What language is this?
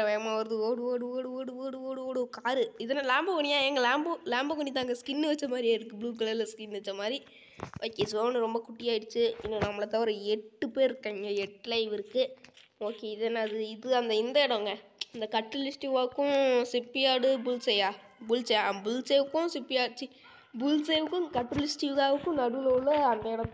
Tamil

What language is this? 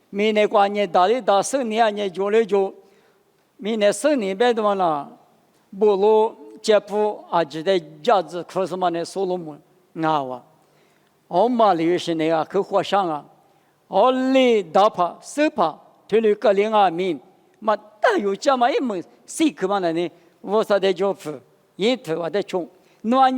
Lisu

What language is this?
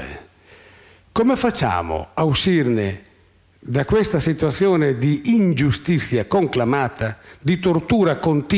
Italian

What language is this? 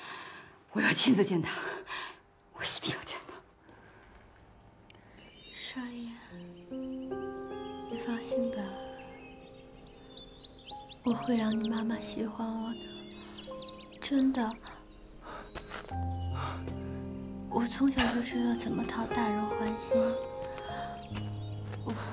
Chinese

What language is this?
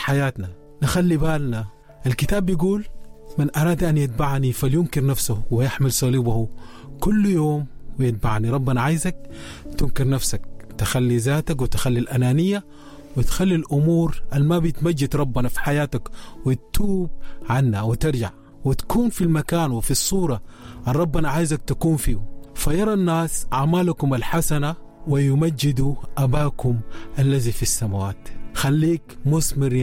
Sudanese Arabic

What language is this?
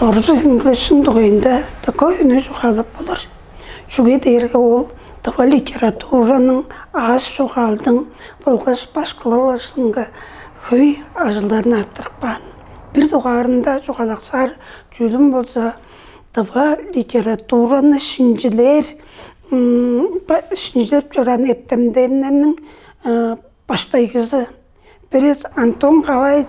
Tuvinian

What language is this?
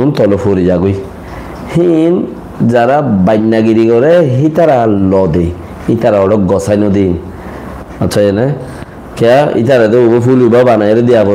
Rohingya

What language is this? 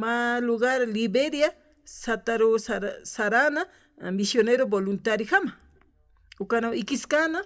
Aymara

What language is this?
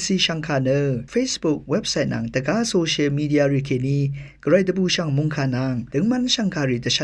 Rawang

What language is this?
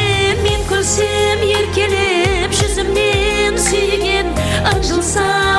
Kara-Kalpak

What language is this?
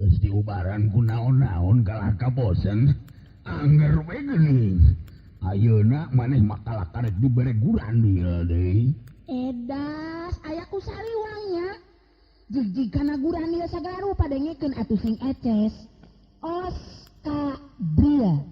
Sundanese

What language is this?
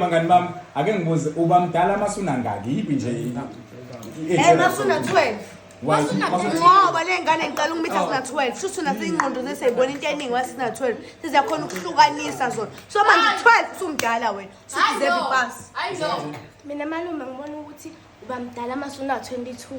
Zulu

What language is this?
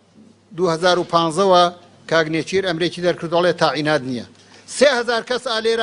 Central Kurdish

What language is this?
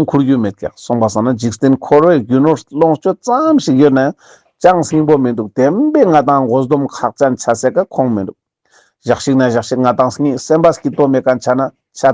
Ladakhi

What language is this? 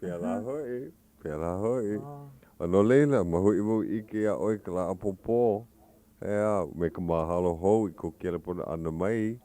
Hawaiian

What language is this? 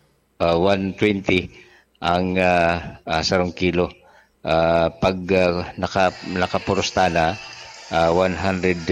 Bikol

